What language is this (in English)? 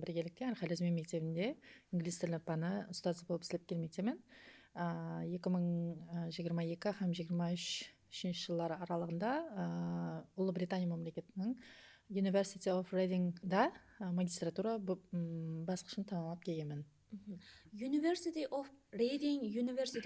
Kara-Kalpak